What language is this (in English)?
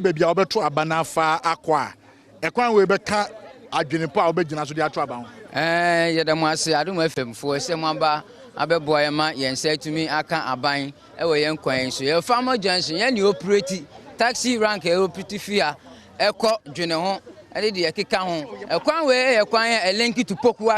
Akan